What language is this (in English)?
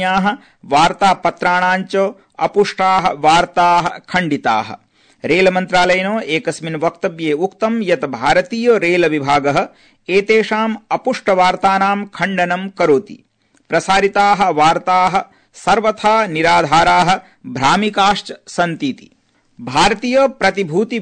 Sanskrit